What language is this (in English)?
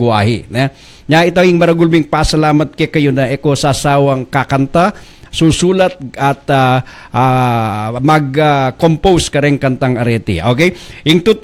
Pampanga